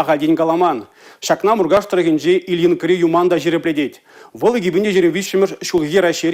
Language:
Chuvash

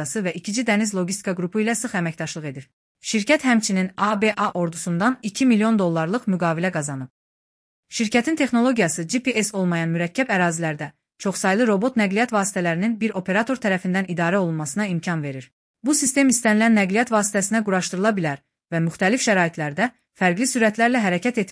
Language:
Azerbaijani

